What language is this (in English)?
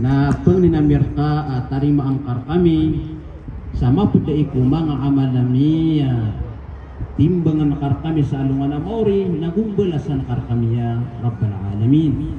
Maranao